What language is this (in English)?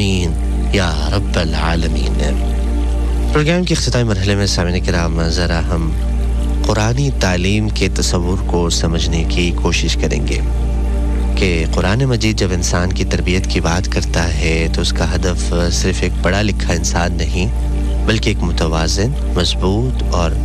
Urdu